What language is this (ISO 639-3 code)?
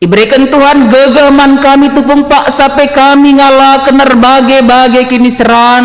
btx